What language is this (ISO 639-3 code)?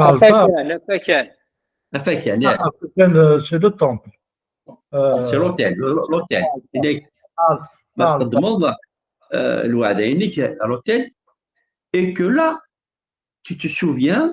kab